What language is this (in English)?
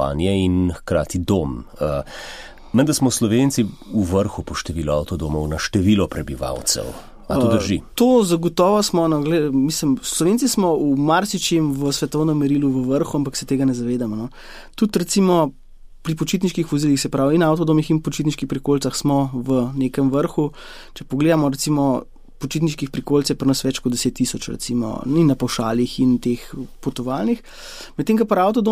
Slovenian